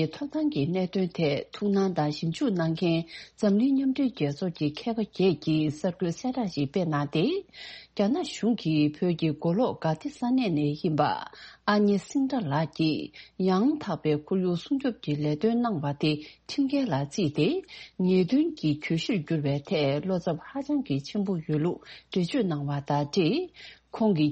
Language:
Tibetan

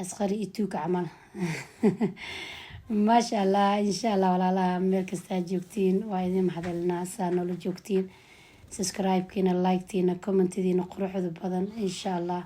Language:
Somali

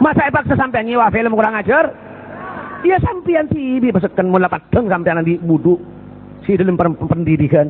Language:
Madurese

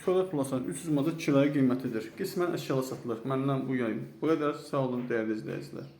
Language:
Azerbaijani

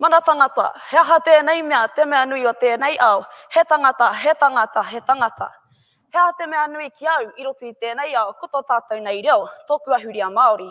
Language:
Māori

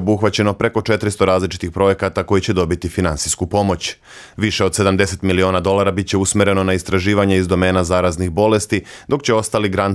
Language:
Bosnian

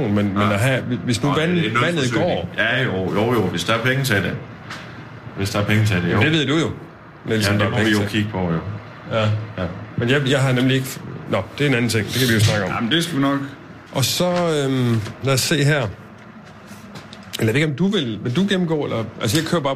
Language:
Danish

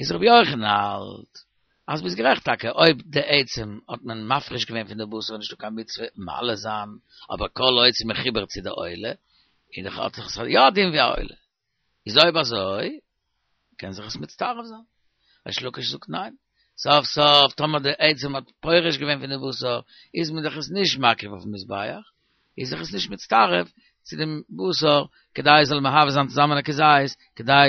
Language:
Yiddish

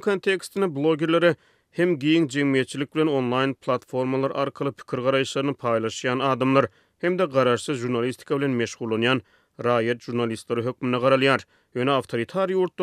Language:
Turkmen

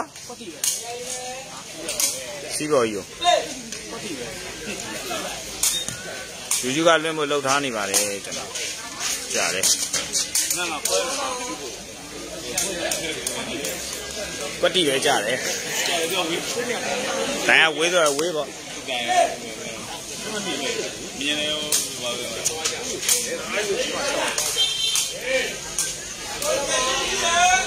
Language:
Burmese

